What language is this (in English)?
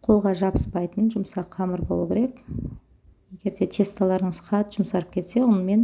Kazakh